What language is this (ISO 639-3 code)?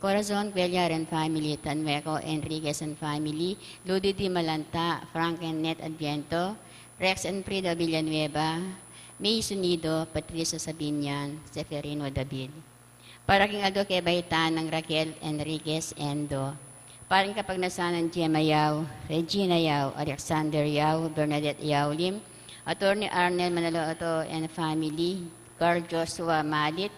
pam